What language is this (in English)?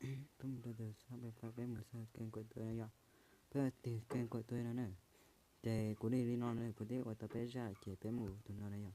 Hmong